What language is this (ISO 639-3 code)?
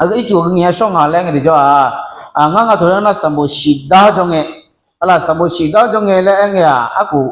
ahk